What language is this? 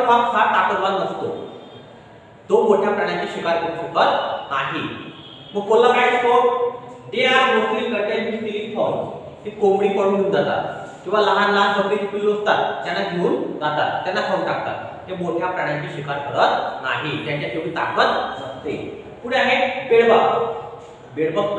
Marathi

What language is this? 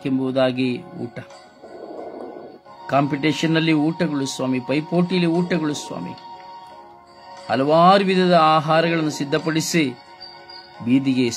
Kannada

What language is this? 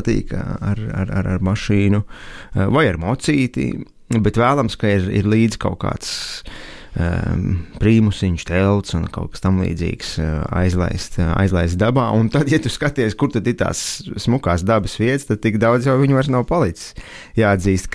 Latvian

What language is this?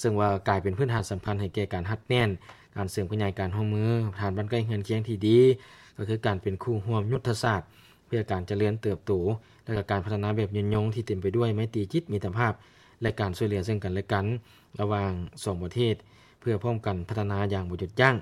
Lao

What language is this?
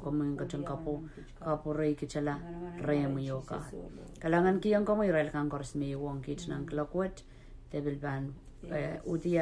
Pohnpeian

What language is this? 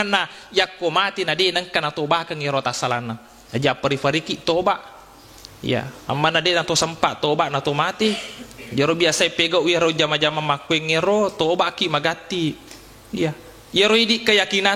Buginese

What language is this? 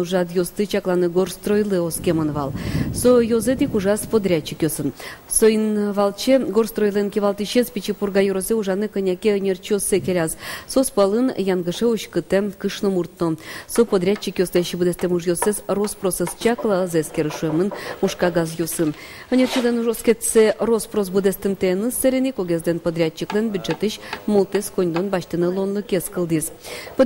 Udmurt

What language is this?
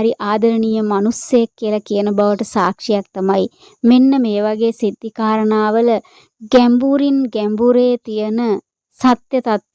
Sinhala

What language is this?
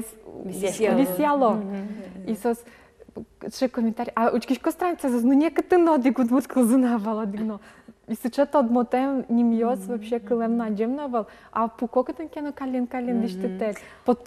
Udmurt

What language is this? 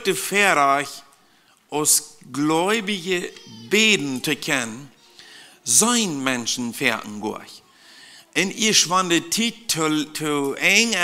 Plautdietsch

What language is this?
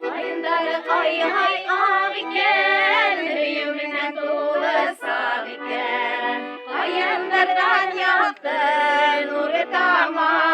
Bashkir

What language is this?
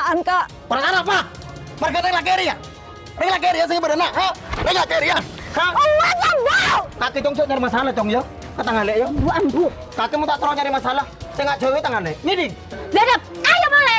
Madurese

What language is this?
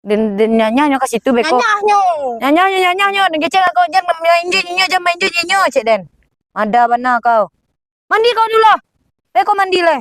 Minangkabau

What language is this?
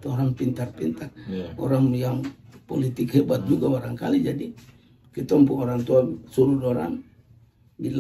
Ambonese Malay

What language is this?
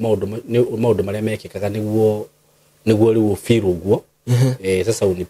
Kikuyu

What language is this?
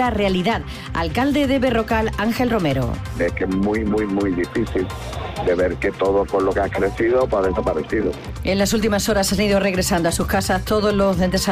Spanish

